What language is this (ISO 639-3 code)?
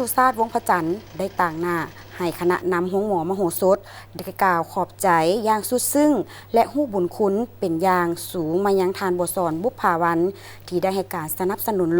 lao